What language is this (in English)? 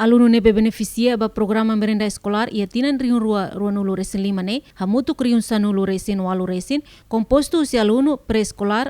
Tetum